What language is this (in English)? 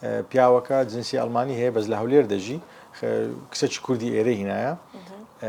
Central Kurdish